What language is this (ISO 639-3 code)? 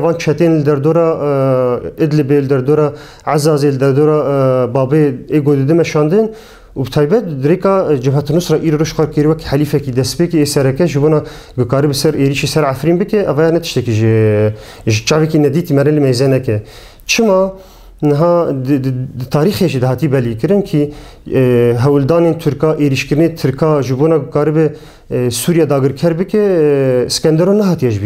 kur